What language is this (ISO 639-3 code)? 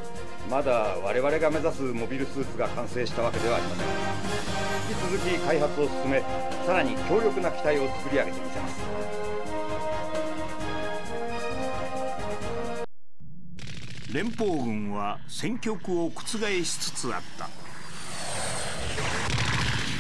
jpn